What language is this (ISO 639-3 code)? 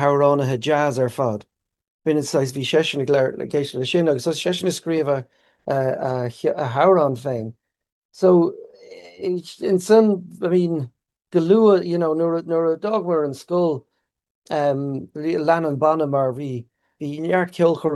gle